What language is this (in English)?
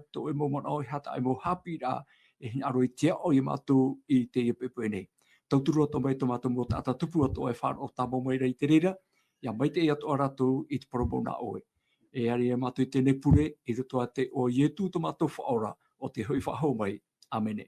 Tahitian